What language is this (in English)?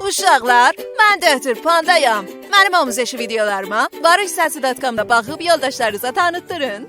South Azerbaijani